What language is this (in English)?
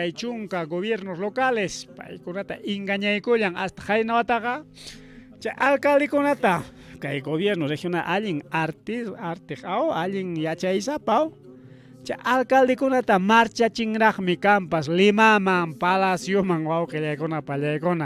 Ayacucho Quechua